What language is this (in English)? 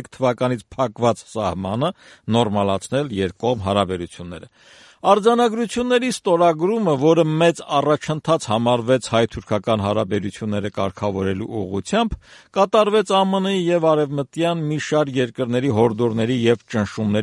Armenian